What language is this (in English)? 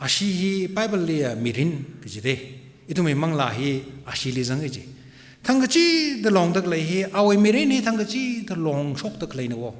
Tangkhul Naga (India)